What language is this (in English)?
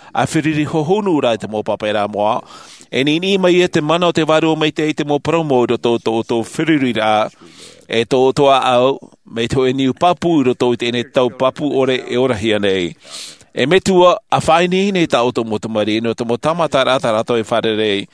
Tahitian